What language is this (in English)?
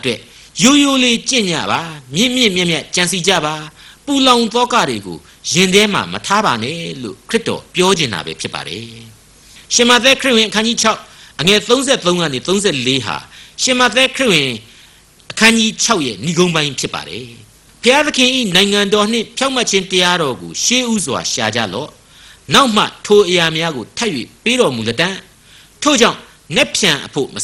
Burmese